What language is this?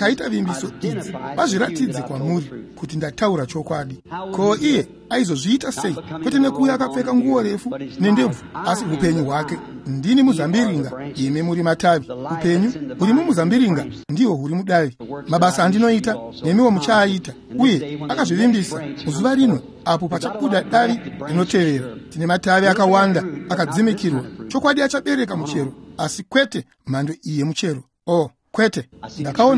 Shona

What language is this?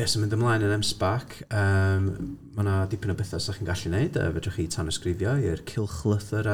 Welsh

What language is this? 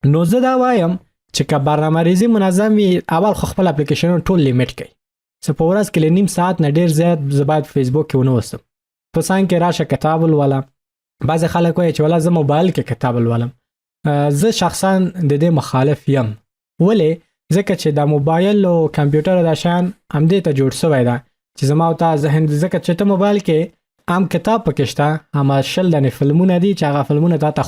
Pashto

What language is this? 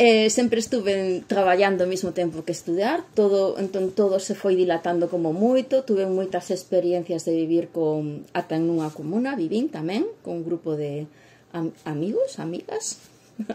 Galician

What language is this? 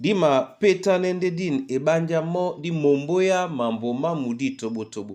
Duala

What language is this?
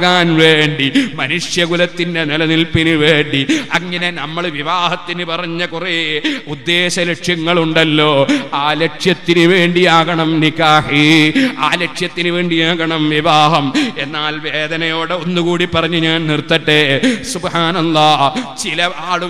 Malayalam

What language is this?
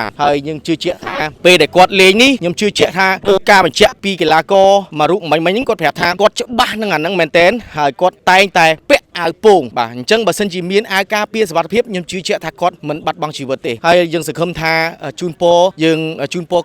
Khmer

